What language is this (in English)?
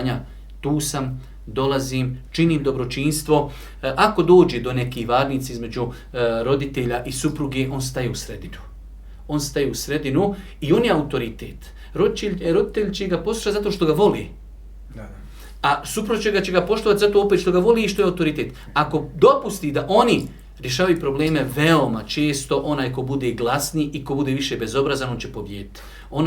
Bosnian